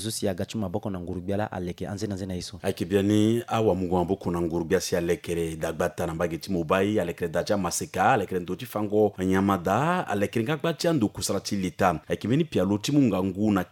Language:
Sango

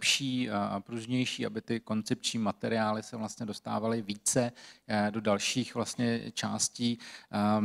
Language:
Czech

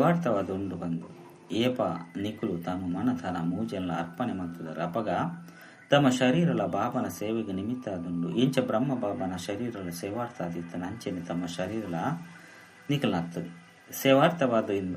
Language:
Tulu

